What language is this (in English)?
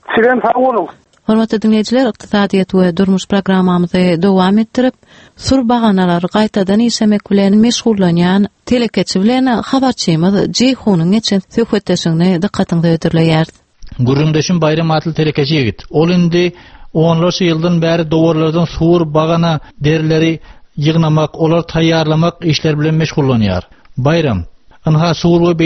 Turkmen